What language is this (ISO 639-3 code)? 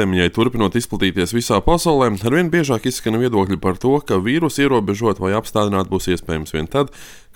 lav